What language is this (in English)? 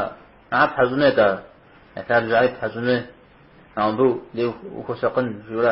Kabardian